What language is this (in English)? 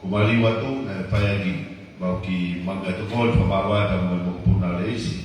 Tongan